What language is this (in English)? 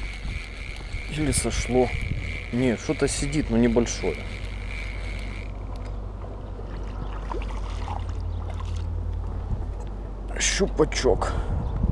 Russian